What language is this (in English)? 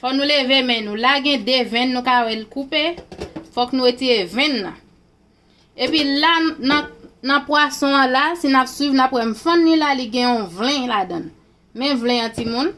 Haitian Creole